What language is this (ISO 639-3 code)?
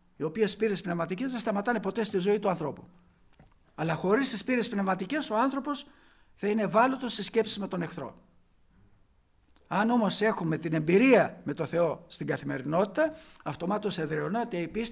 ell